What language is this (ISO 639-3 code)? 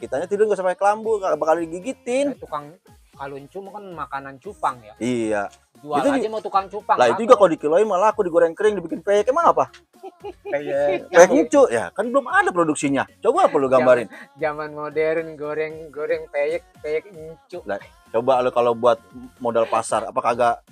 bew